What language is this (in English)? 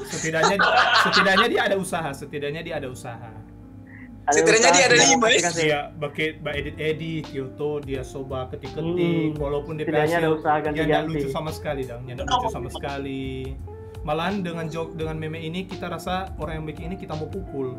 Manado Malay